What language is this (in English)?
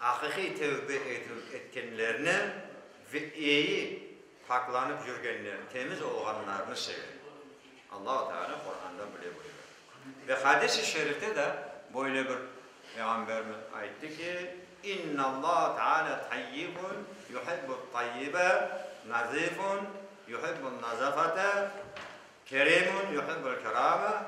Crimean Tatar